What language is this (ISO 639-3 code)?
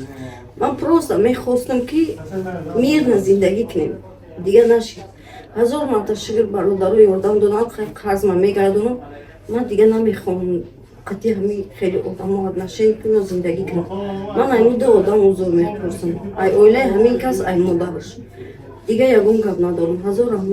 tgk